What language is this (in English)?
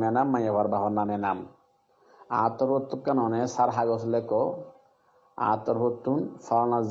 Rohingya